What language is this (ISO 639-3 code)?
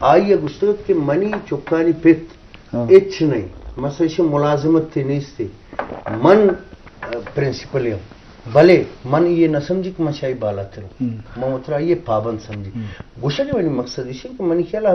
bgp